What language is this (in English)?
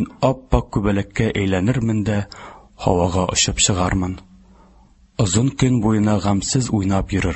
Tatar